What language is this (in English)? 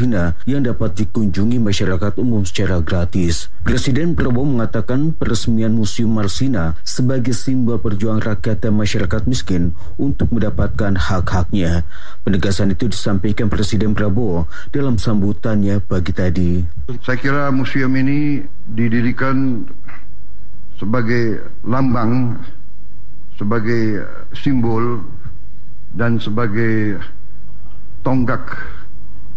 Indonesian